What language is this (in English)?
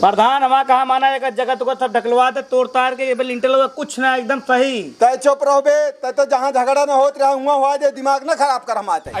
Awadhi